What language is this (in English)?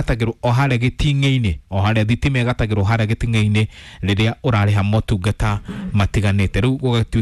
Kikuyu